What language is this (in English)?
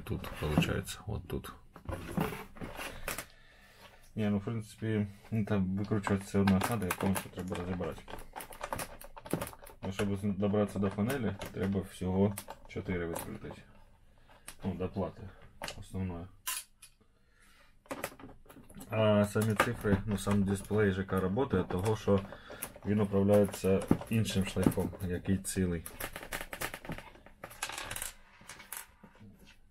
Ukrainian